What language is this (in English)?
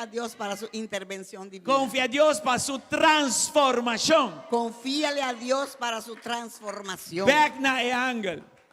Papiamento